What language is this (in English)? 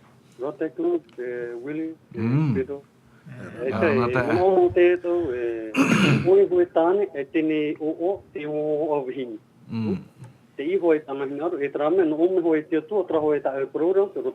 Tahitian